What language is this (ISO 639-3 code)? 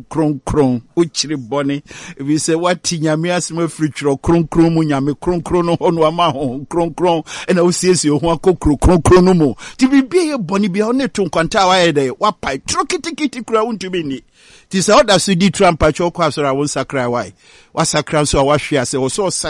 aka